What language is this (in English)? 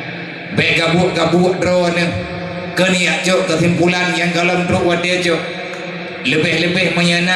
Achinese